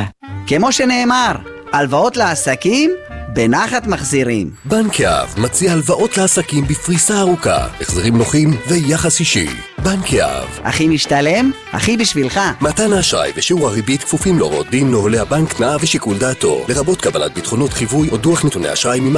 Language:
Hebrew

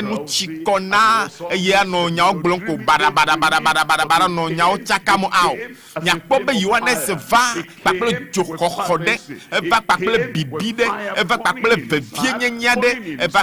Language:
Ewe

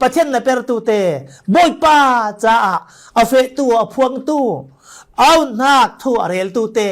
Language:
Falam Chin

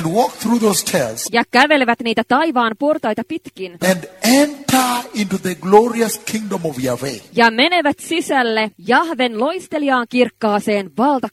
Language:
Finnish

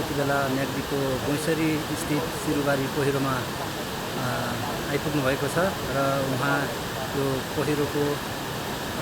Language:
Nepali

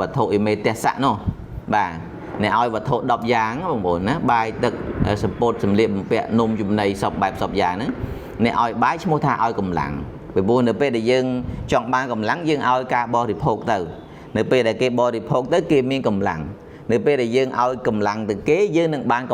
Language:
Khmer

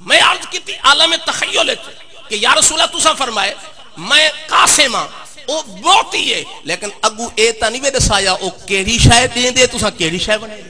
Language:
Saraiki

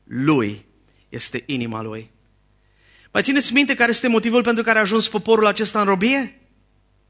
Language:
Romanian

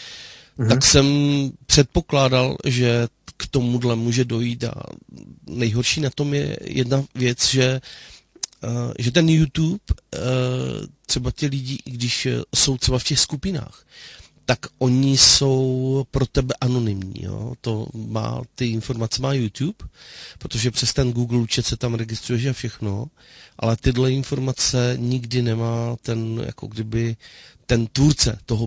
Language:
Czech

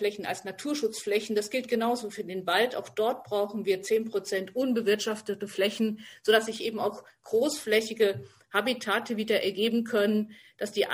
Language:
German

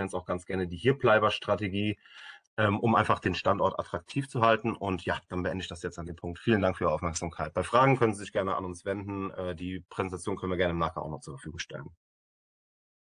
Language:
German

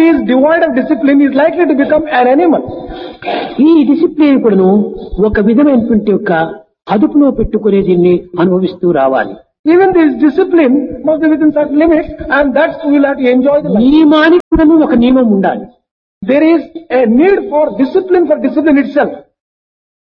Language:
Telugu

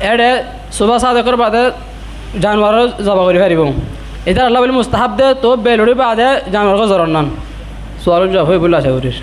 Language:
Rohingya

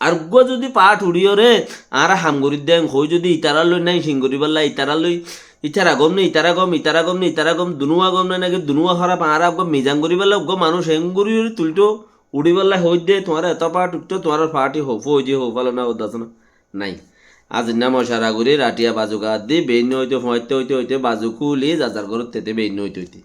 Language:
Rohingya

